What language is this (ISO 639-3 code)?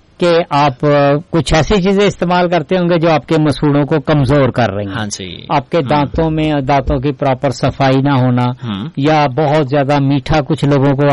urd